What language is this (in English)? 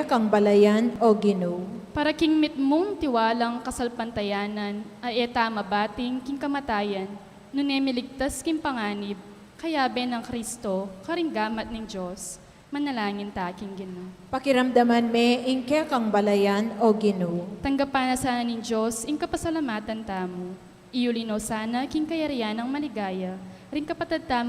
Pampanga